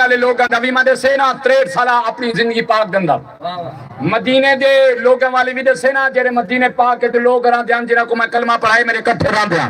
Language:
Saraiki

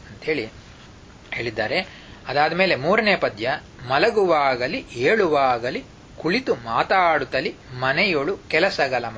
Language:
Kannada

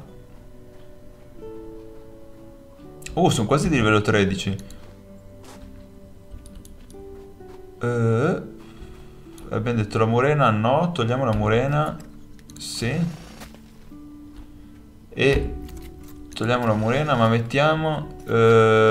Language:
Italian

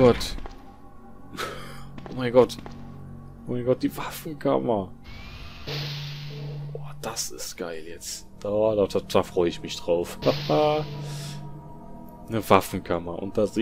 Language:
German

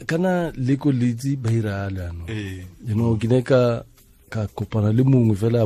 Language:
Tswana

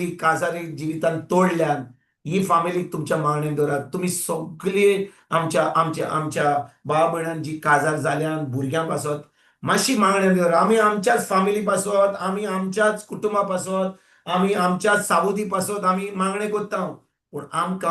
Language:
Konkani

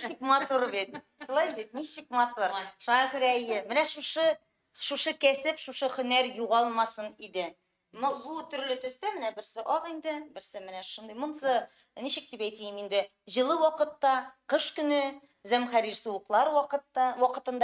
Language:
Tatar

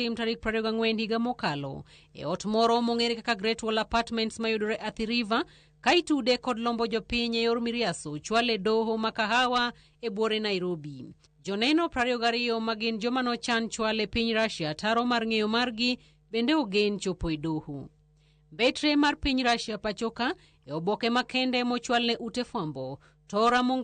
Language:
Luo (Kenya and Tanzania)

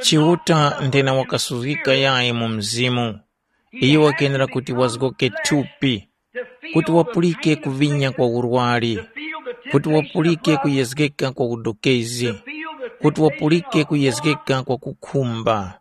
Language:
Tumbuka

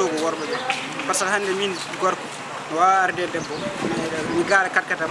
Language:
Fula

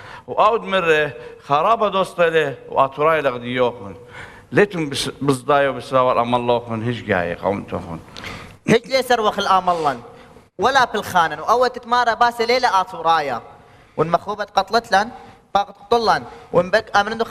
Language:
Assyrian Neo-Aramaic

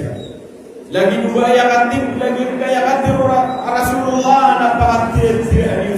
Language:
Maranao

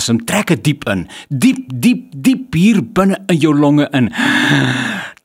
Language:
Afrikaans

